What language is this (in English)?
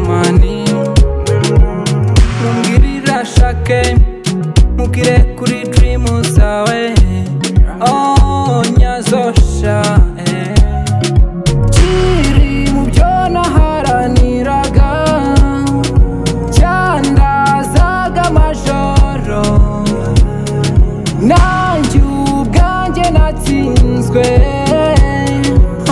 Kinyarwanda